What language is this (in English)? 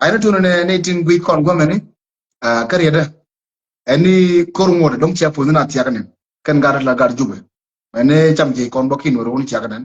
Nuer